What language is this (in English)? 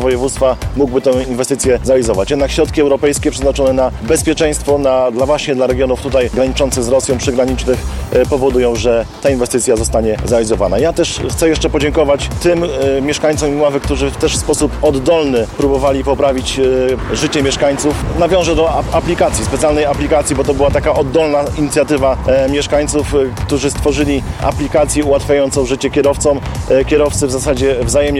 Polish